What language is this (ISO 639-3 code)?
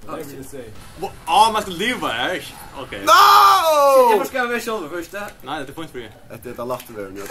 fao